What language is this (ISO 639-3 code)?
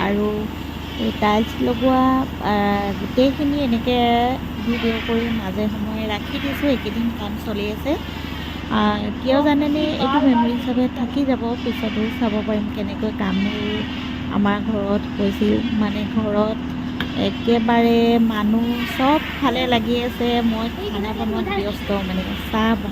asm